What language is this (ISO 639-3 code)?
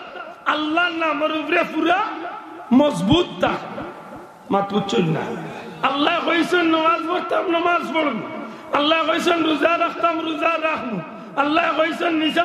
syl